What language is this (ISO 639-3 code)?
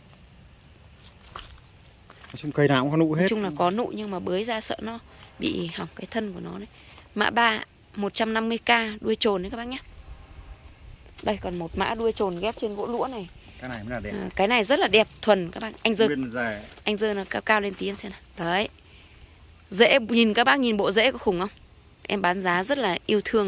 vie